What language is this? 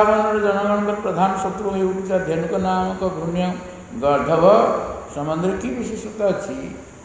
Odia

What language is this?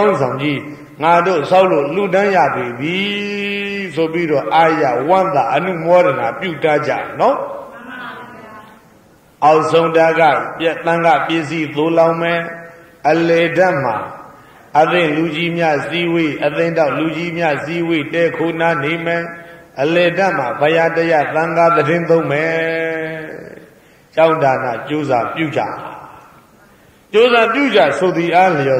Burmese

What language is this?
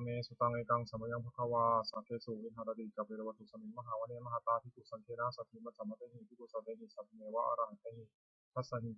Pali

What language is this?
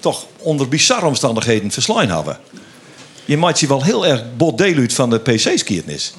Western Frisian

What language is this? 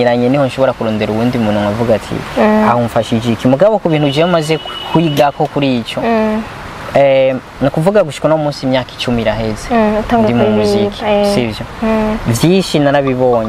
Rundi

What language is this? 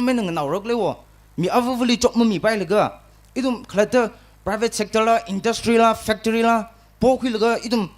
Tangkhul Naga (India)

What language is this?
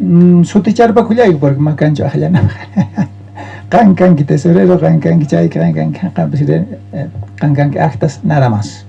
South Bolivian Quechua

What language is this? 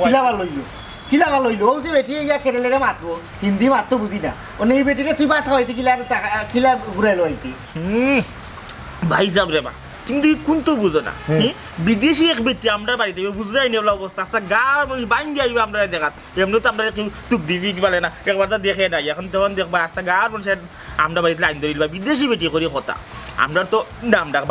Sylheti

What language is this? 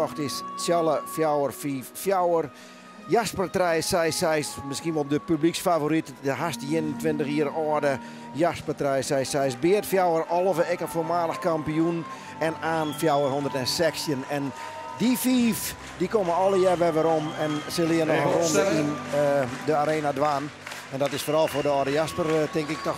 Western Frisian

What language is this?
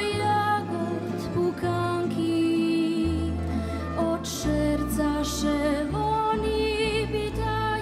Rusyn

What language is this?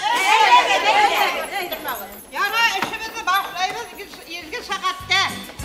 Bashkir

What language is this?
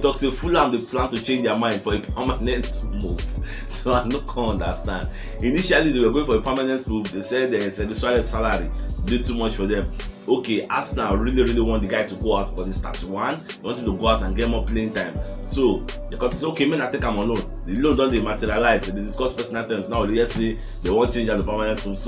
Nigerian Pidgin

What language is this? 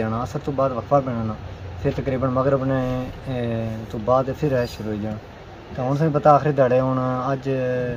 Pahari-Potwari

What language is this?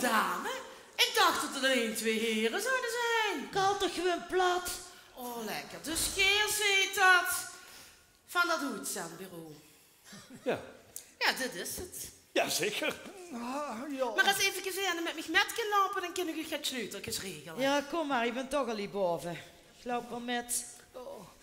Limburgish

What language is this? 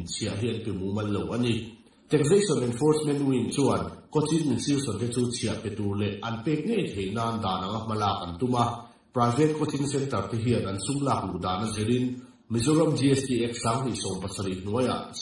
Mizo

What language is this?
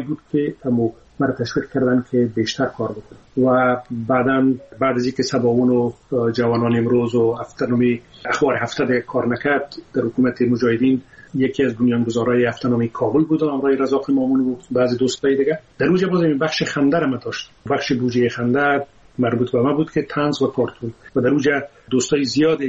Persian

